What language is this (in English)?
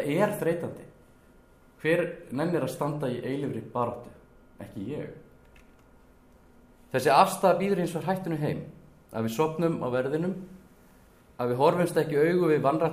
Icelandic